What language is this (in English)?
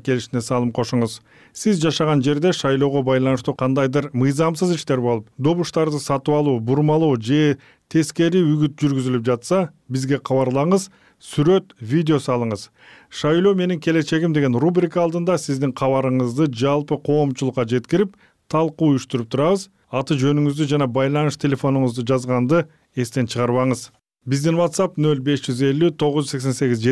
Kyrgyz